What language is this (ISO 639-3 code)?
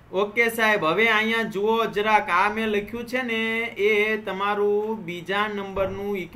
guj